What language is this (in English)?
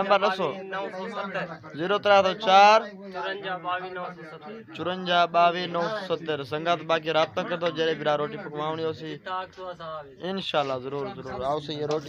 Saraiki